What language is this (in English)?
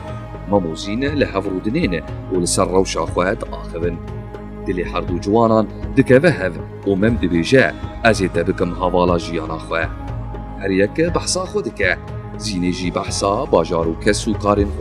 Kurdish